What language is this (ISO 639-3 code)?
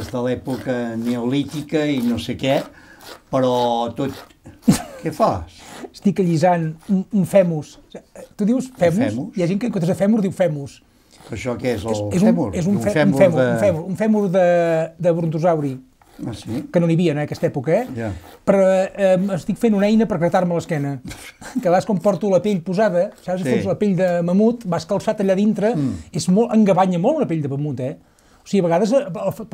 cat